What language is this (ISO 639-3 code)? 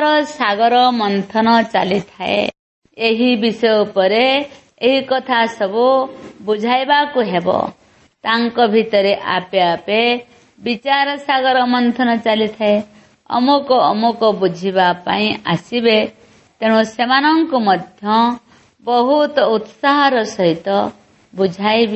ori